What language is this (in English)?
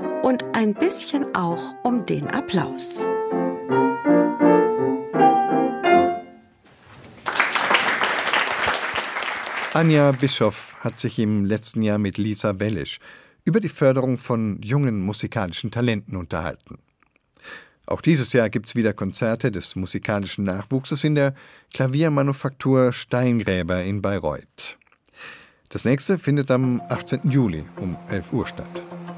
German